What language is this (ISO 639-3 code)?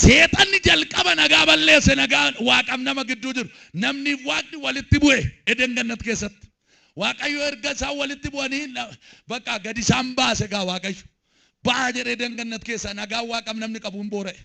orm